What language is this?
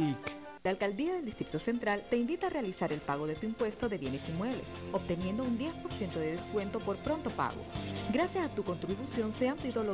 Spanish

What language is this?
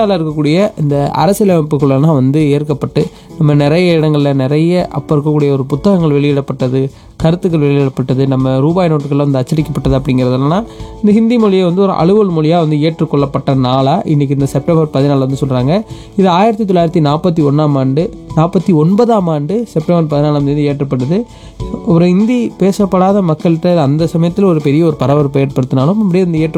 Tamil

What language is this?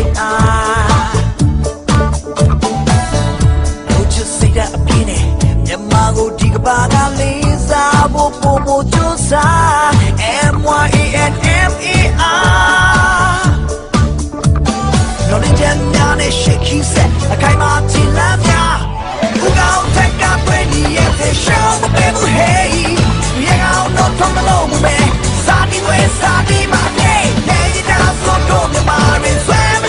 Burmese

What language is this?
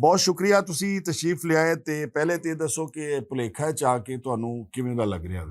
Western Panjabi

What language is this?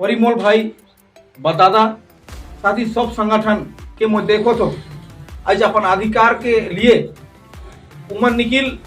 Sadri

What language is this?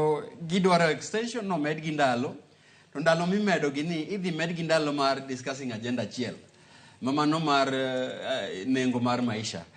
Luo (Kenya and Tanzania)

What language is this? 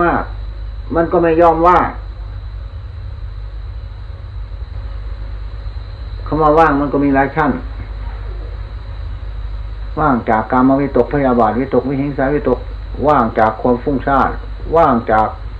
Thai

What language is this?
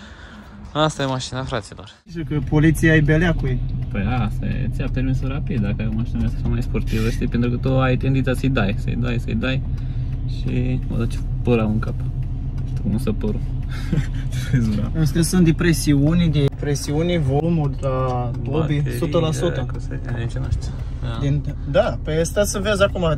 Romanian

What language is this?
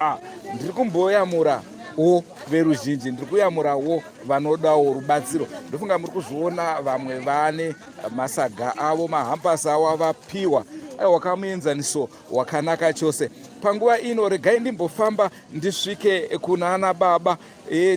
Shona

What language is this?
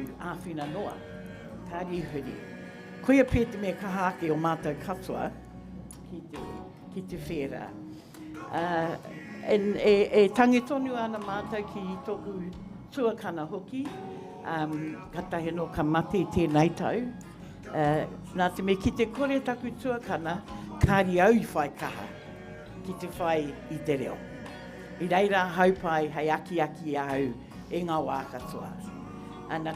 Māori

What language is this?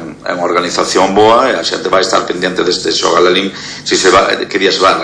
Galician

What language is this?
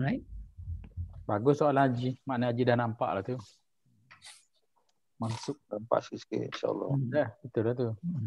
Malay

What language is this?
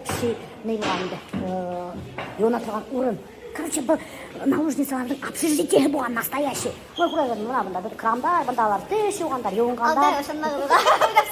Bashkir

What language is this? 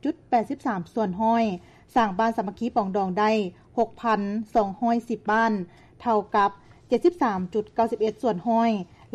Lao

